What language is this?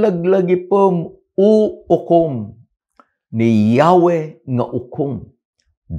Iloko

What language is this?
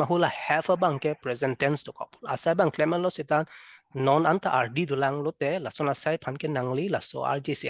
Karbi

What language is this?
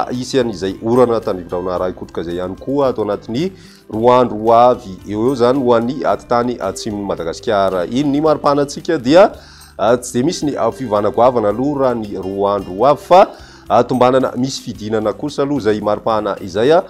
Malagasy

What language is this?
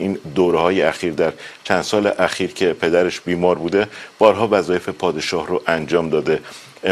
Persian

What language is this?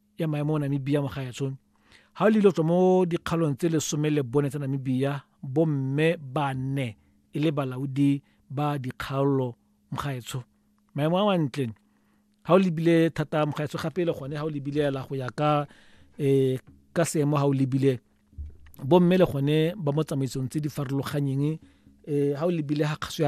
Tswana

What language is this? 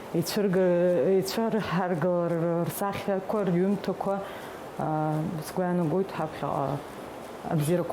Abkhazian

